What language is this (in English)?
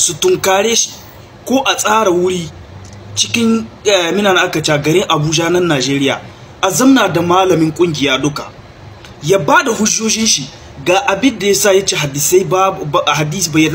Hausa